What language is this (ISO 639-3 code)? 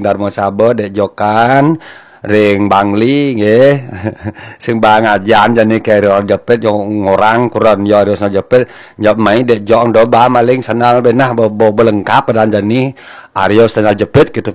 ban